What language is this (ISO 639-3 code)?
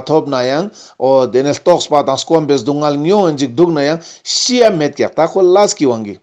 lbj